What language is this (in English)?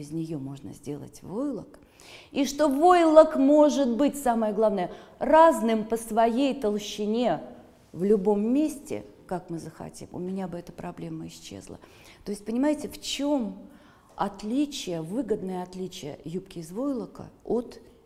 Russian